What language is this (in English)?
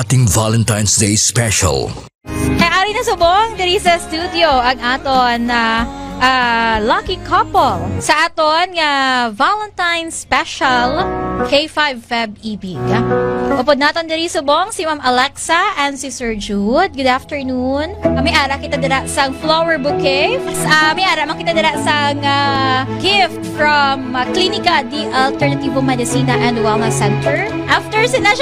Hiligaynon